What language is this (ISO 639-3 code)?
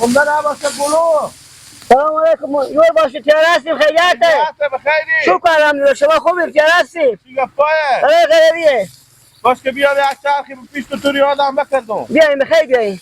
haz